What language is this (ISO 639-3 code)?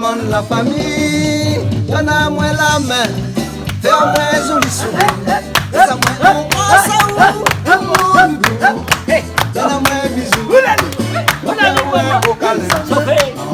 rcf